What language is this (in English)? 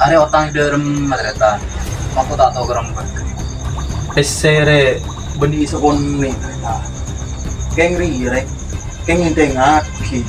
Madurese